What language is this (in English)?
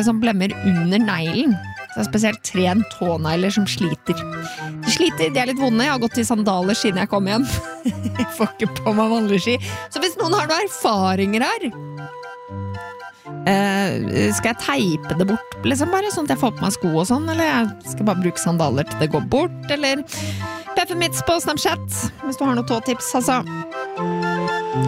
Norwegian